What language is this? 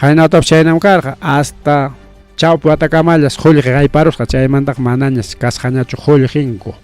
Ayacucho Quechua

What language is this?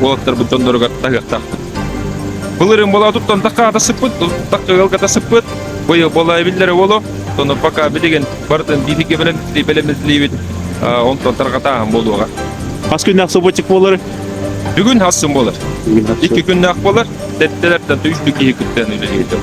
Yakut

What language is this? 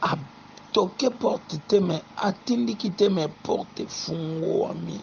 Lingala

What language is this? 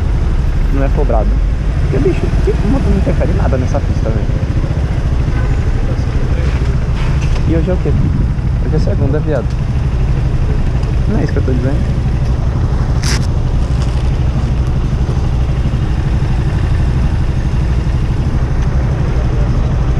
Portuguese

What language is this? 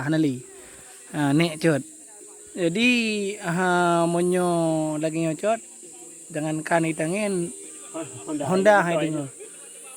Achinese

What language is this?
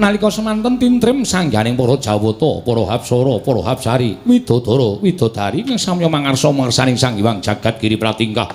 Javanese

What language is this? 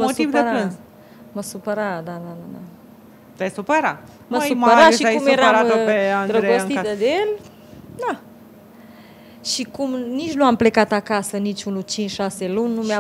Romanian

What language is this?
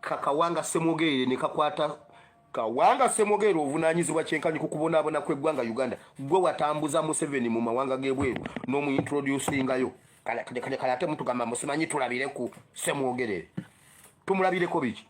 Ganda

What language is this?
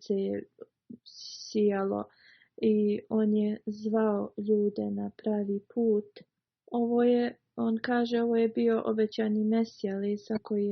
Bosnian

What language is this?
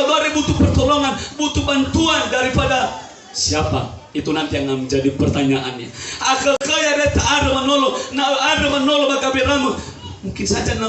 Nias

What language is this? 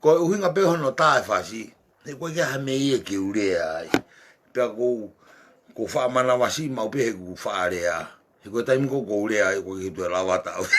Tongan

